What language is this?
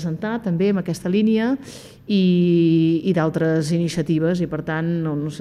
Catalan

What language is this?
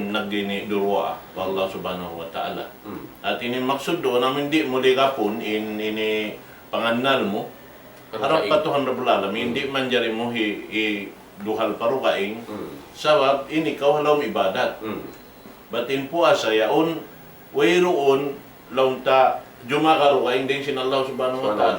Tausug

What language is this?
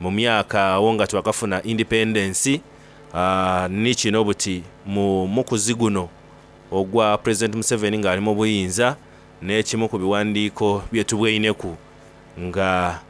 Soga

